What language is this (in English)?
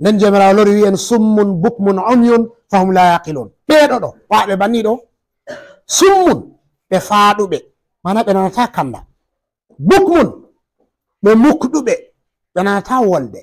Fula